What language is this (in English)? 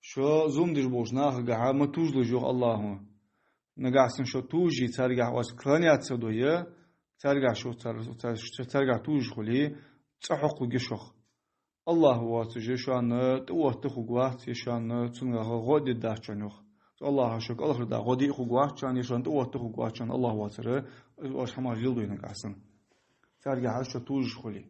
Ingush